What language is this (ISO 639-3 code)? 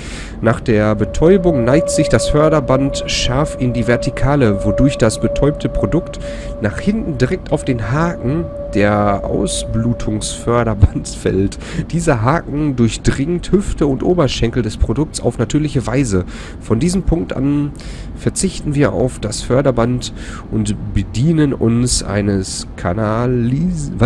deu